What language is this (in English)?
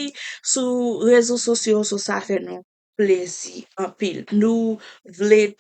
Haitian Creole